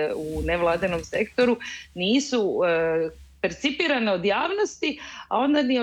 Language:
Croatian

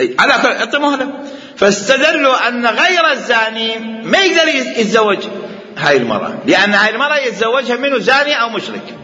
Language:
Mesopotamian Arabic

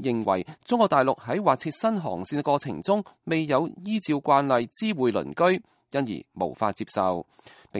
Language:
Cantonese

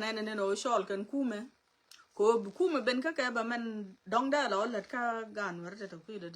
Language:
Nuer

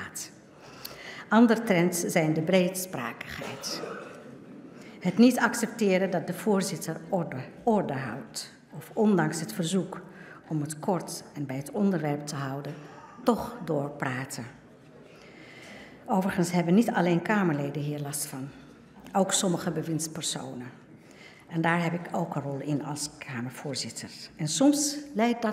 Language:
Dutch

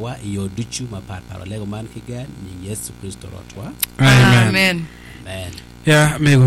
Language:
Acoli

